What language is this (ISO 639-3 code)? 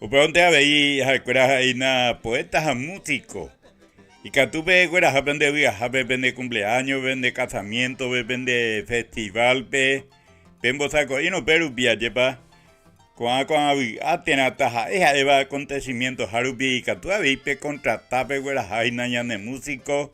grn